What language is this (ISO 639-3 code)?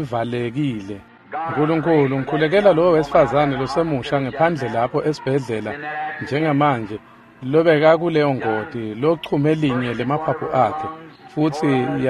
ssw